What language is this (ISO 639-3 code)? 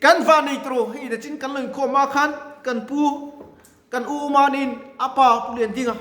lus